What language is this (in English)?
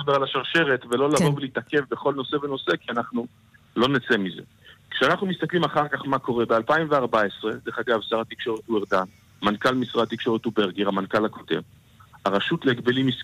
Hebrew